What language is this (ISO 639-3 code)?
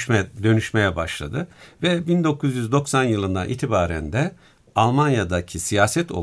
tur